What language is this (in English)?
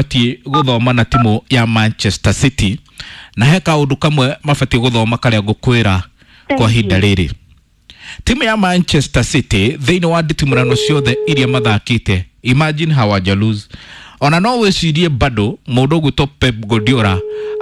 Kikuyu